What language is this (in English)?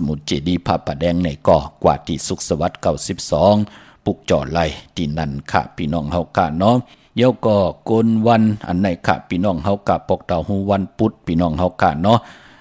Shan